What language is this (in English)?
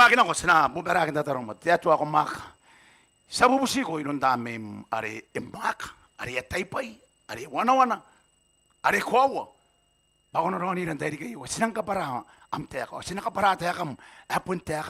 Gilbertese